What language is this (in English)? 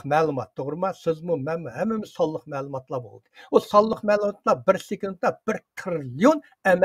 Uyghur